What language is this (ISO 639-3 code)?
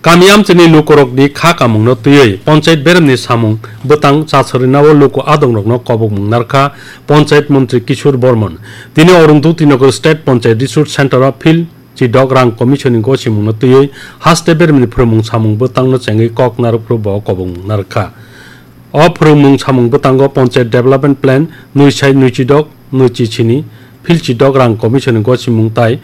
trp